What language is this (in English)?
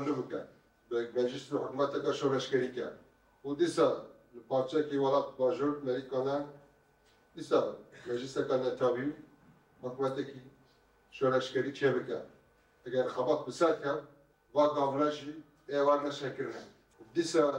Kurdish